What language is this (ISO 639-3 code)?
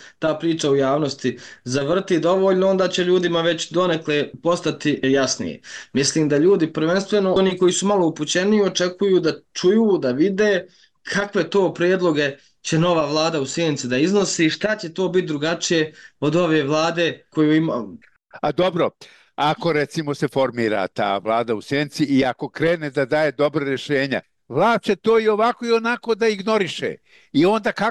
bos